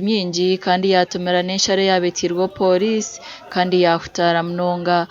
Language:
Nyankole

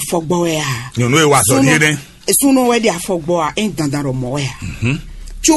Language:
Fon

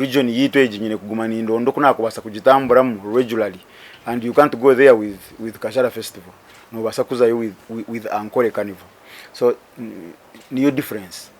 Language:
Nyankole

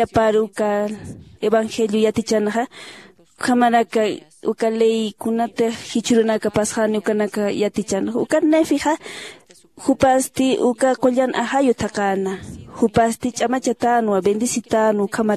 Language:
Aymara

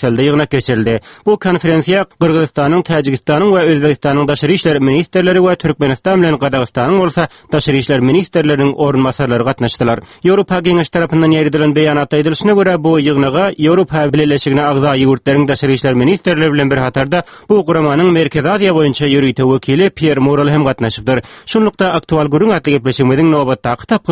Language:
Turkmen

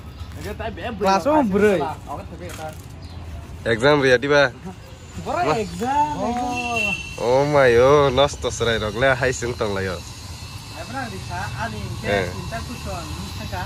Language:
Kok Borok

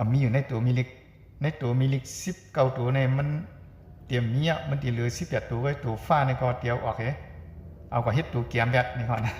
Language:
Shan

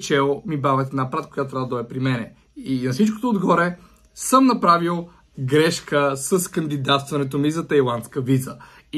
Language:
Bulgarian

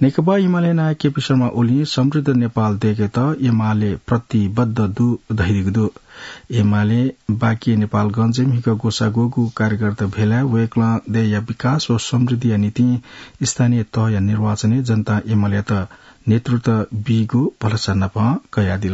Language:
Newari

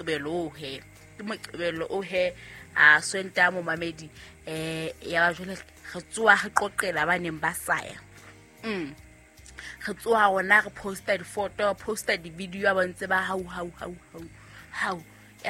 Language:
Southern Sotho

